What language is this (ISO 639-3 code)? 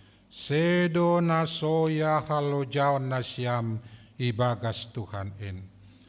bts